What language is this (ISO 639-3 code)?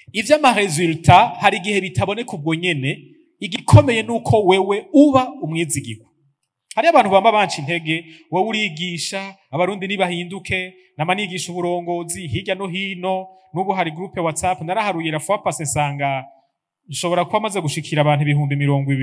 run